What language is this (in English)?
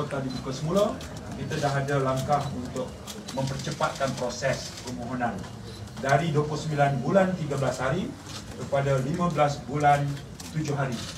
Malay